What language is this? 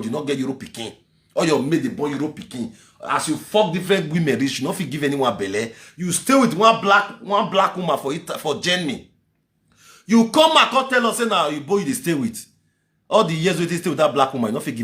Nigerian Pidgin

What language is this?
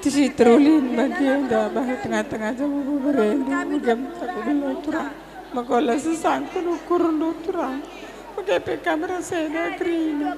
Batak Karo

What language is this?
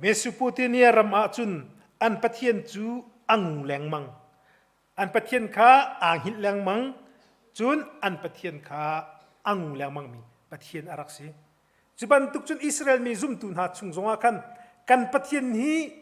Hakha Chin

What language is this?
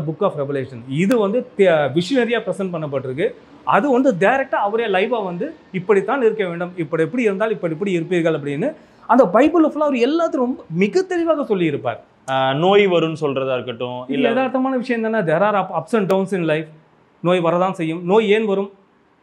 Tamil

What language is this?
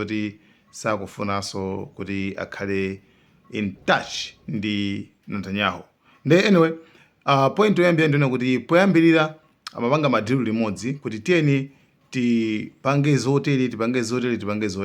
Nyanja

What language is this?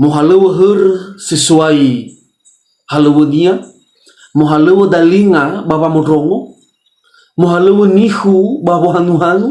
Nias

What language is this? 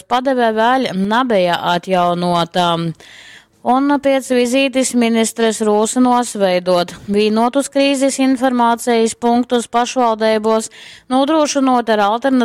Latgalian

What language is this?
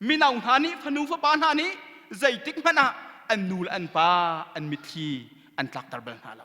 Hakha Chin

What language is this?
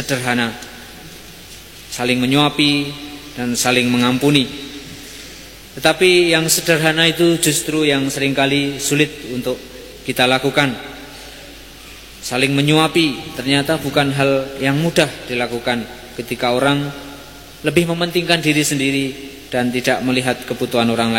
Indonesian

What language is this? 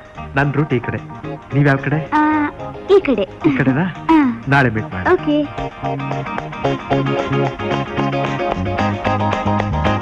Kannada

